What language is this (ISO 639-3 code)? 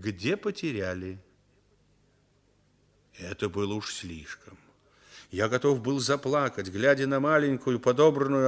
rus